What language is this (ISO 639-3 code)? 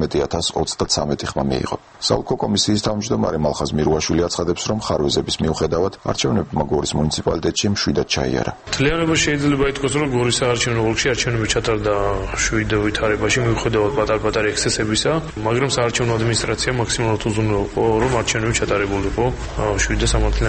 kat